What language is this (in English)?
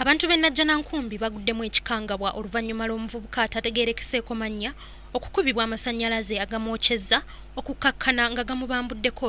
Ganda